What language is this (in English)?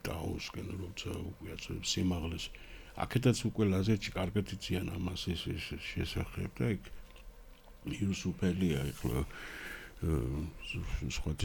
Georgian